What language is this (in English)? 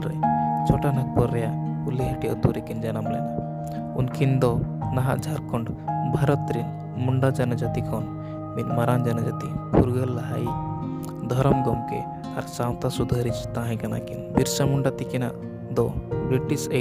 Santali